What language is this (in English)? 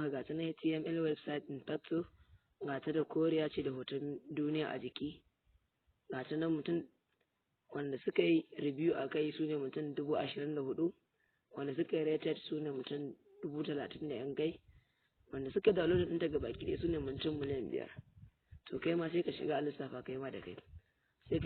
Hausa